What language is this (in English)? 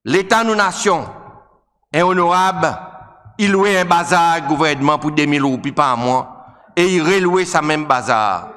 Seselwa Creole French